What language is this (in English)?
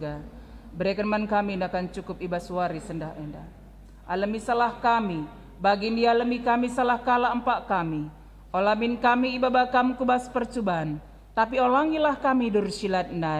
Batak Karo